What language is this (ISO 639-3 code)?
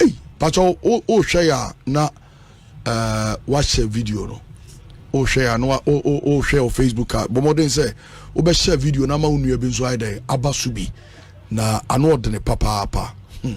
aka